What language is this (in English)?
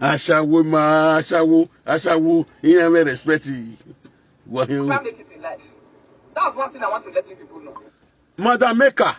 Nigerian Pidgin